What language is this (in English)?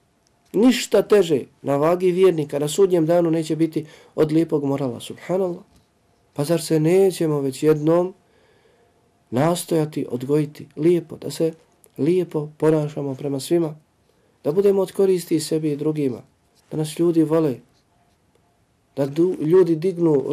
Bosnian